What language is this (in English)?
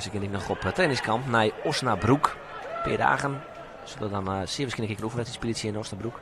Western Frisian